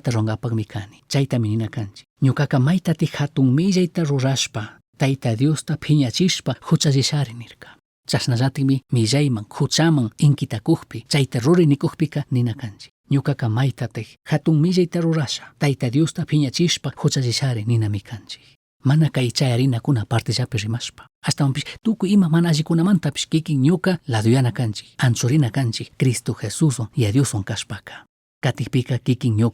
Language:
Chimborazo Highland Quichua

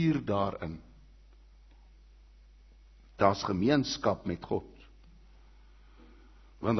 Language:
Afrikaans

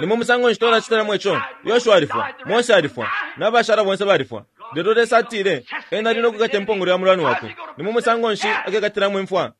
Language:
Bemba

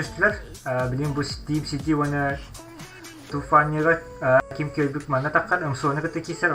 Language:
Yakut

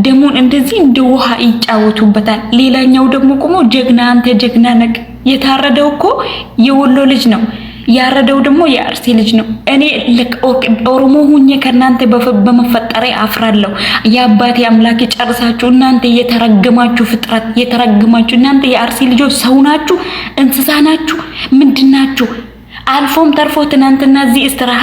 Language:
Amharic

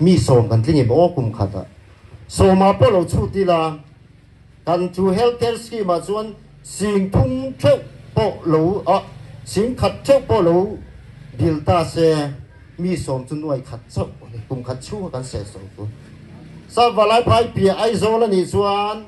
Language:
Mizo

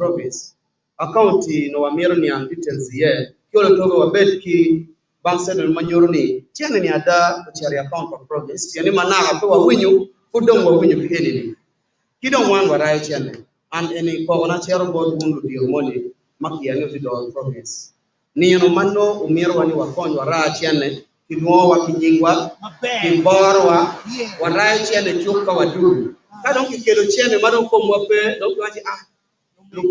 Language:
Acoli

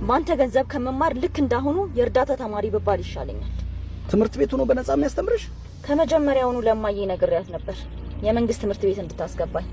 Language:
Amharic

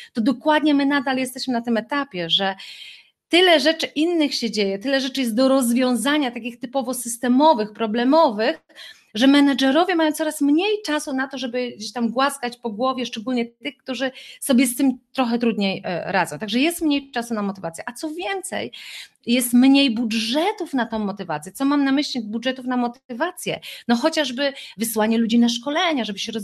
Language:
Polish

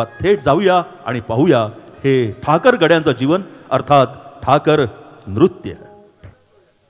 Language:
Marathi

